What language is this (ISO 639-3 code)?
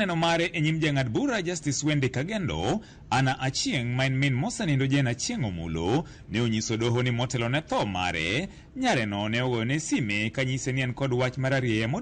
luo